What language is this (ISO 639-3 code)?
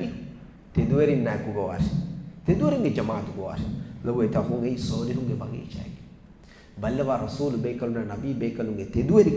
div